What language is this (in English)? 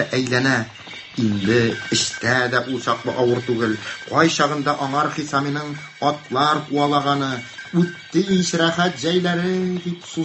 Tatar